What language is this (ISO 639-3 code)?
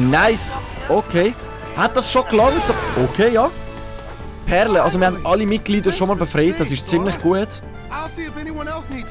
gsw